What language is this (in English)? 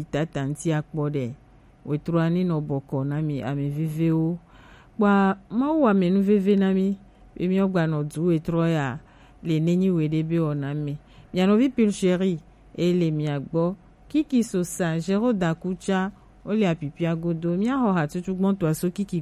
Gen